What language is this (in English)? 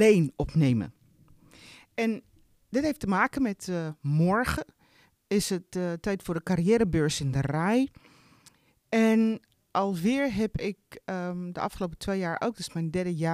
Dutch